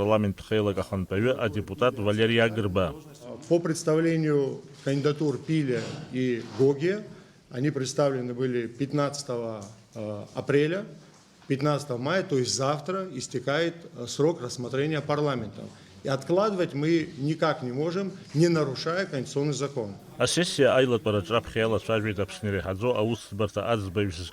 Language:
Abkhazian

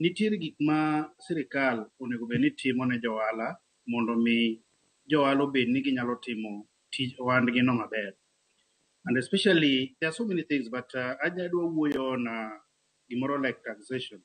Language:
Luo (Kenya and Tanzania)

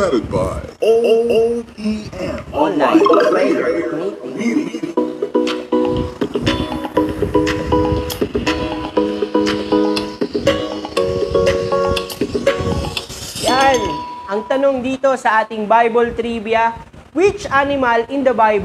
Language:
Filipino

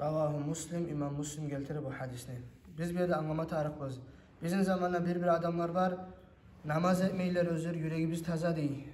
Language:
Kumyk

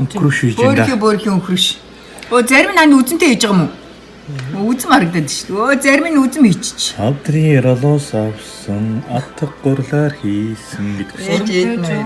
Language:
Mongolian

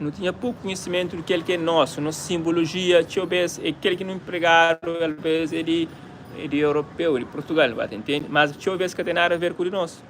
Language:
Kabuverdianu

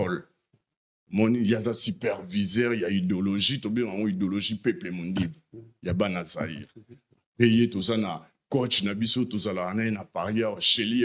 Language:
Lingala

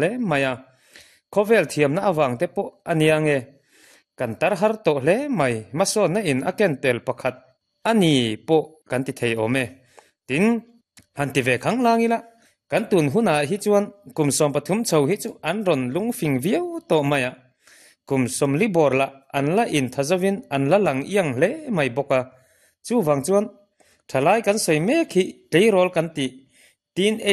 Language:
Mizo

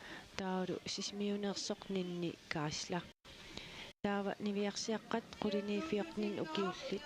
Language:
Kalaallisut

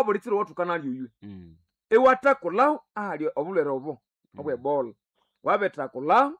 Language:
Nande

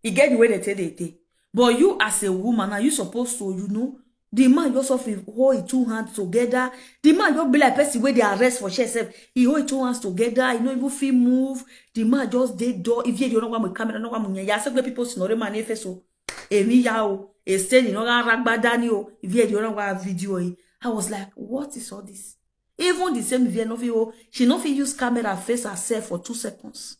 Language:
Nigerian Pidgin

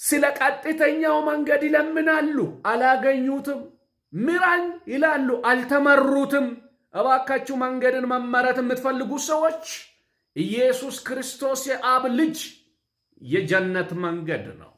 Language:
Amharic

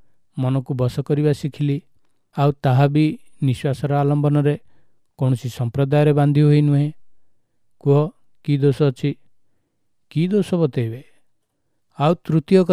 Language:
Odia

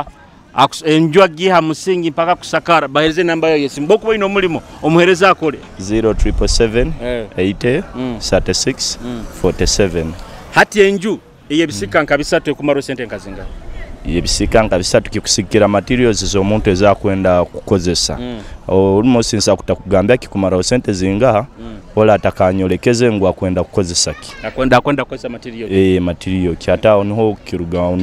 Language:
Nyoro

